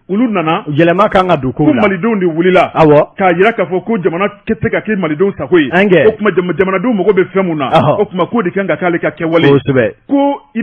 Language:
Bambara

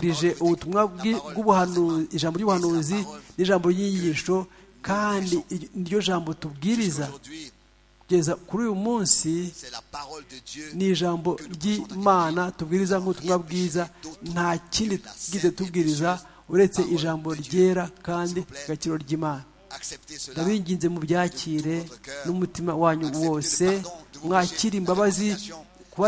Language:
Kinyarwanda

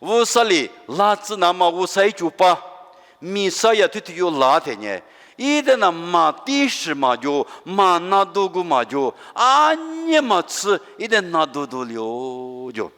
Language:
Lisu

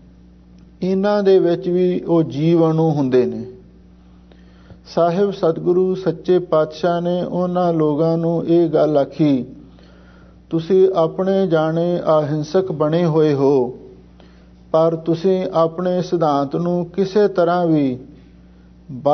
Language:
Punjabi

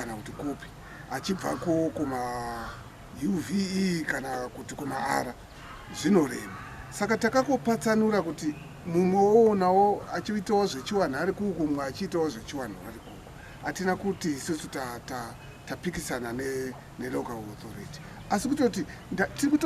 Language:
Shona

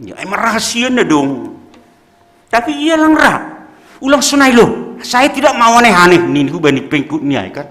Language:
Batak Simalungun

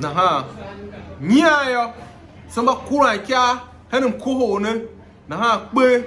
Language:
Tiv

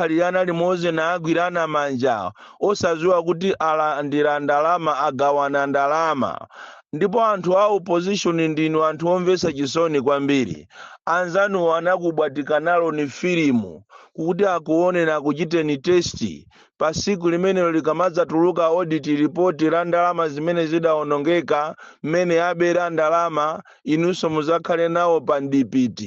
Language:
Nyanja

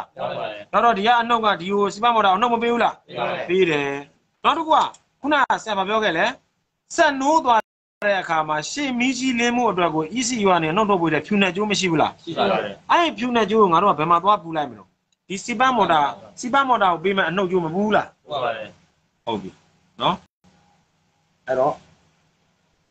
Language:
Burmese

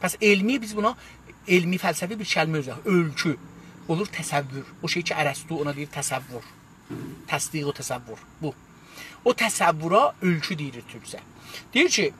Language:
South Azerbaijani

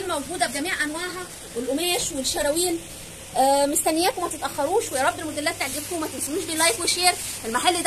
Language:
Egyptian Arabic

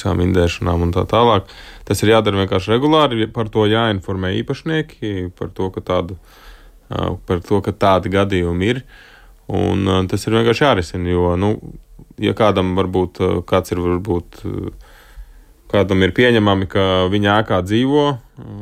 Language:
Latvian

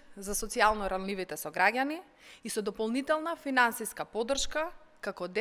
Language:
Macedonian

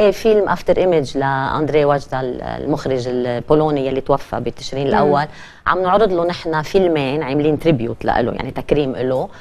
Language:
North Levantine Arabic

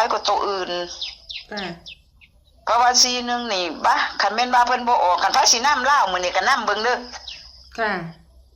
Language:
Northeastern Thai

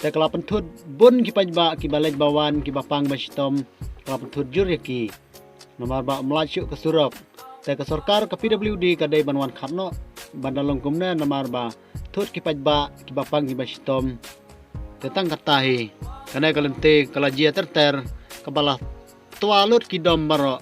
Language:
Khasi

